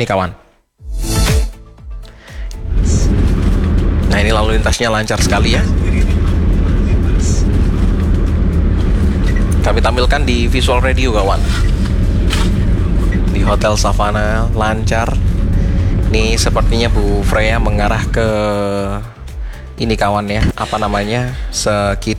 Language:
Indonesian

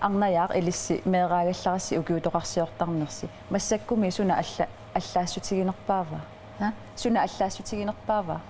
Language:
Kalaallisut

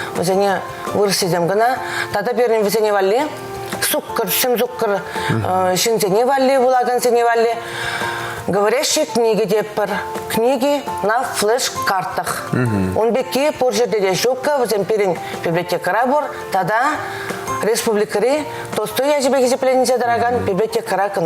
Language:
Chuvash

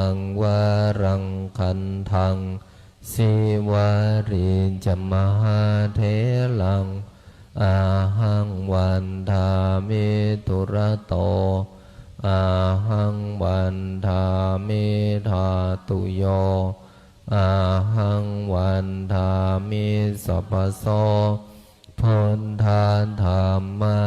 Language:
Pali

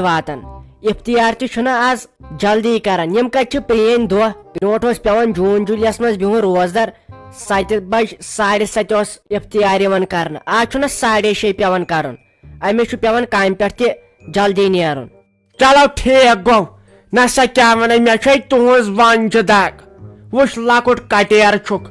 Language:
Kashmiri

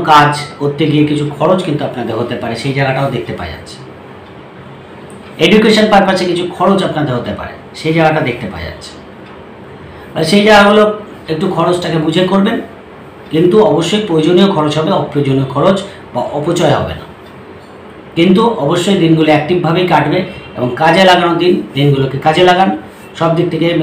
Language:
Bangla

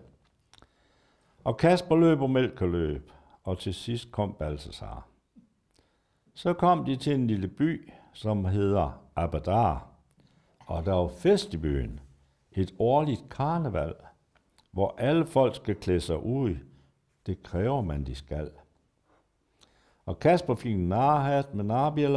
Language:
Danish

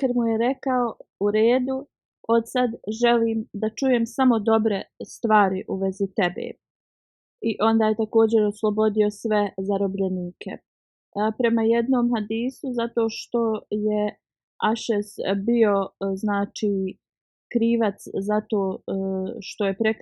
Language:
Bosnian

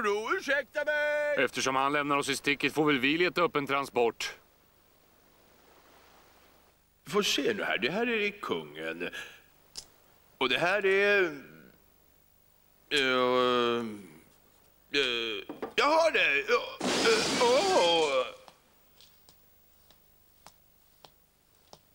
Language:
Swedish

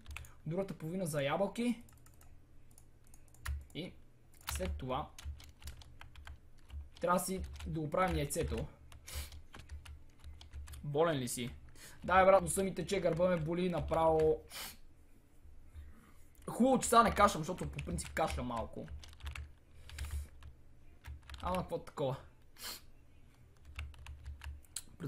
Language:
Bulgarian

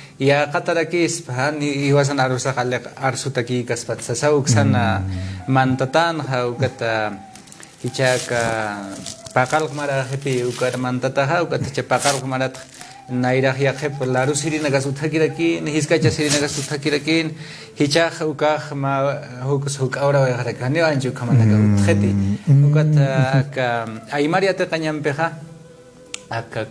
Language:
Aymara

